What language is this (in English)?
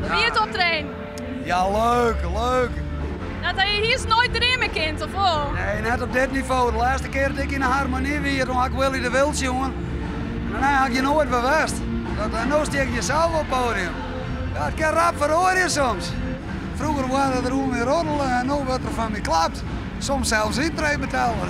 Western Frisian